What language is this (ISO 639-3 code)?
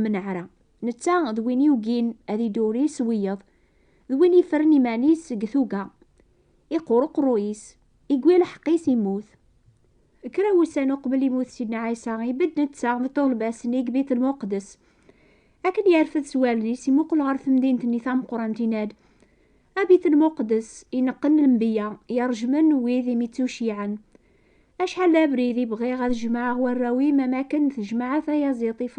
kab